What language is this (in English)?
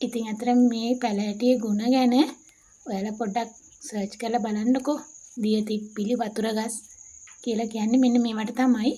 Sinhala